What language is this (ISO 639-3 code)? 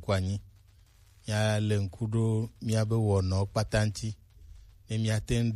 gej